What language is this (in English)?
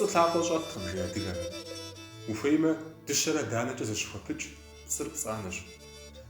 Kabardian